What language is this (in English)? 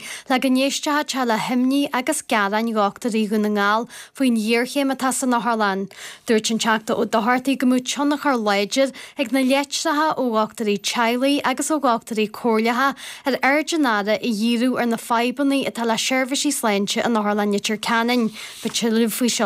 Irish